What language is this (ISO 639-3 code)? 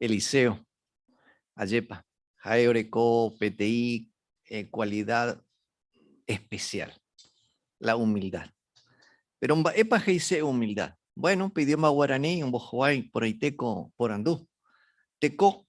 grn